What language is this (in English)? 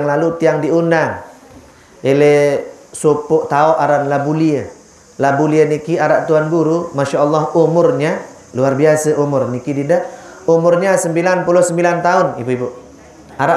Sasak